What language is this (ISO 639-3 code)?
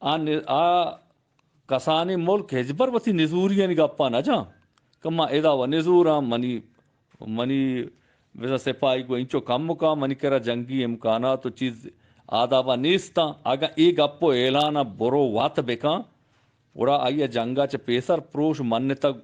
bgp